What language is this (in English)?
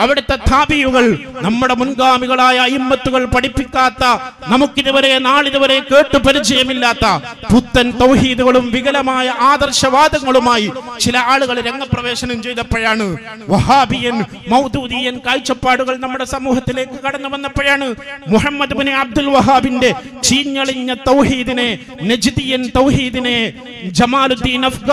Malayalam